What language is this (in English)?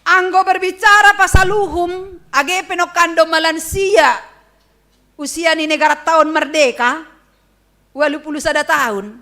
Batak Simalungun